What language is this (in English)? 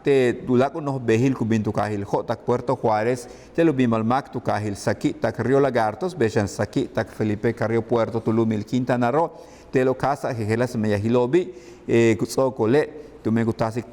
Yucateco